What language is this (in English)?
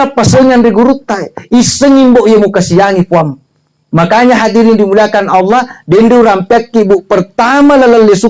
Buginese